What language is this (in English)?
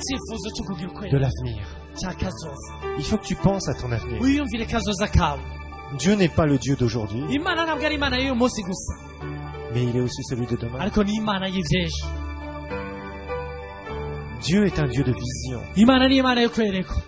Kinyarwanda